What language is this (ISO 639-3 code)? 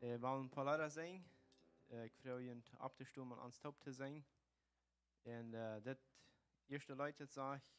pdt